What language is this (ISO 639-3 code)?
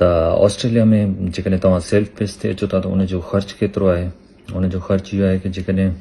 snd